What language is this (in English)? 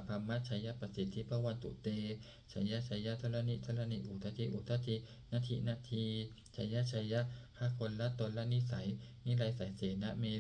Pali